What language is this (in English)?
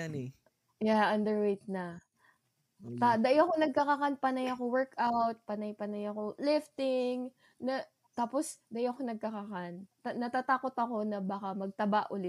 Bikol